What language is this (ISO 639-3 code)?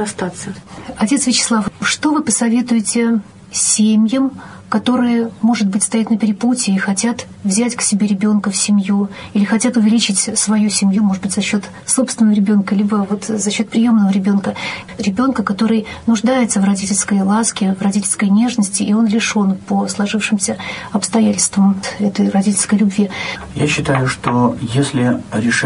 rus